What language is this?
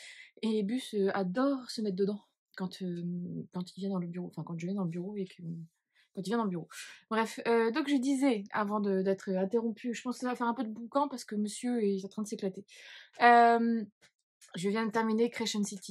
French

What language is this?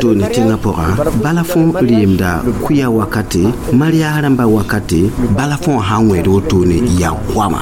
Mossi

